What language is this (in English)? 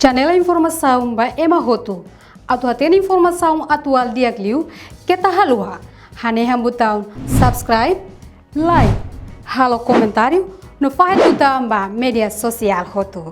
Tetum